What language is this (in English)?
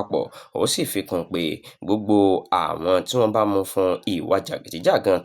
Yoruba